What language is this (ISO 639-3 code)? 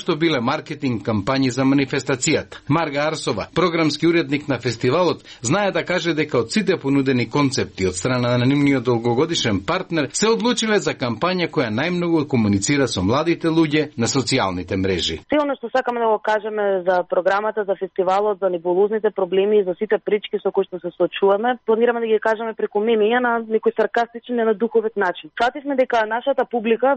mkd